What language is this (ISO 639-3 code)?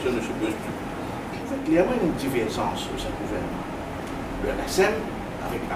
mfe